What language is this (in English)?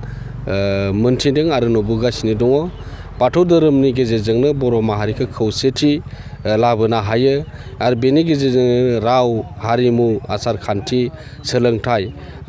Bodo